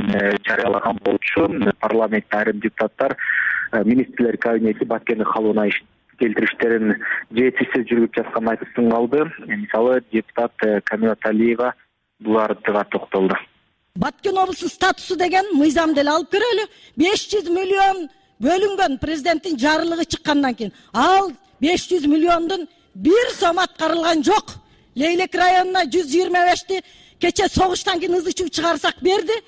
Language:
Kyrgyz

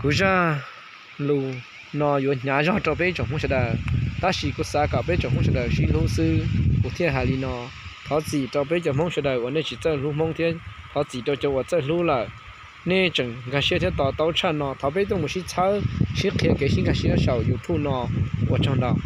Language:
Hmong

